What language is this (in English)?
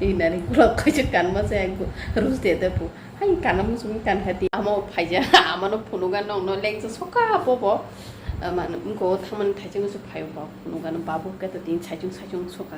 Kok Borok